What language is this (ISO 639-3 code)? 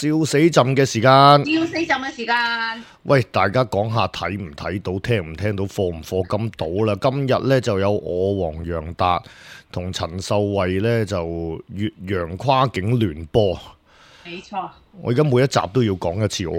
yue